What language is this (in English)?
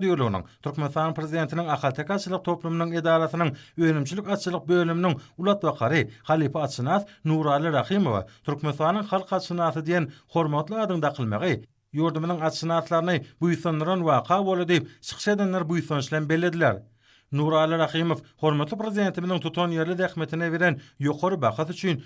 Turkmen